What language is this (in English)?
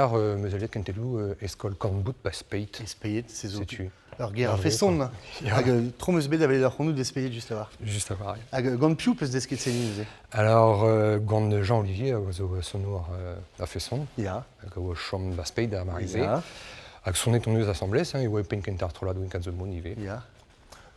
Breton